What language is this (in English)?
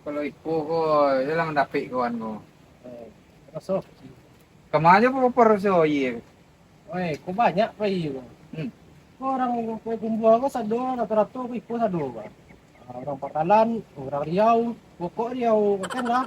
Minangkabau